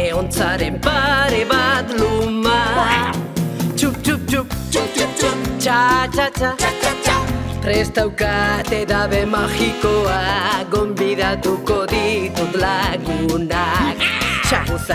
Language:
Basque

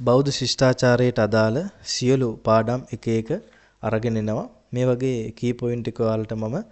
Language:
Sinhala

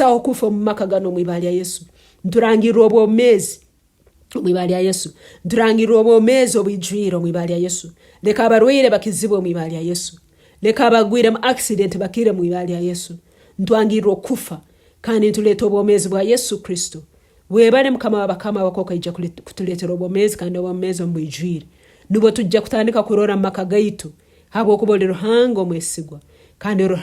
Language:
Nyankole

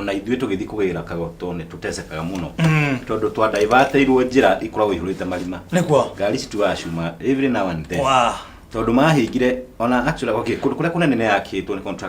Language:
Kikuyu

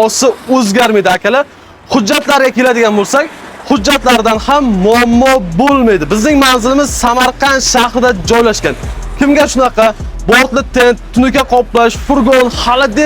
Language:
Uzbek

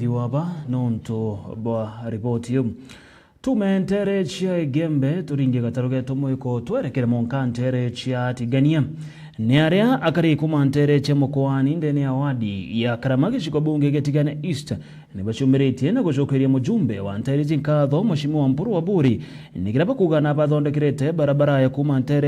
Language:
Meru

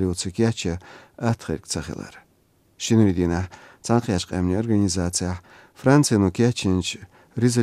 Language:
Azerbaijani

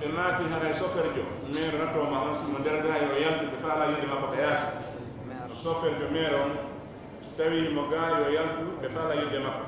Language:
Fula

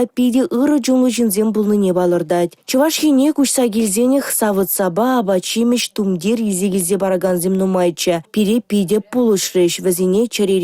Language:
Chuvash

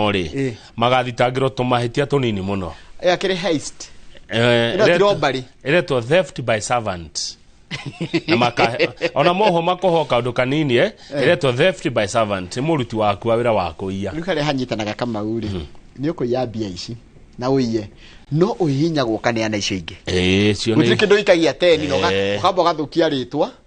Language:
Kikuyu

